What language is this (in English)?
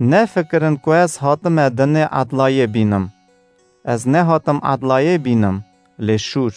Kurdish